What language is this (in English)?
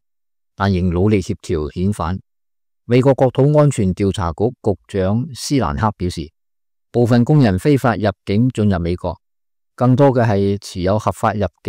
Cantonese